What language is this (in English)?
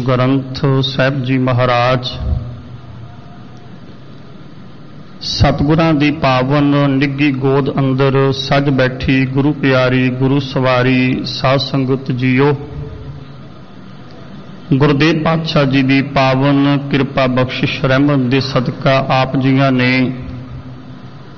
Punjabi